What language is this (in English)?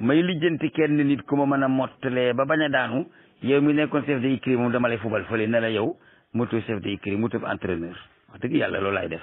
Wolof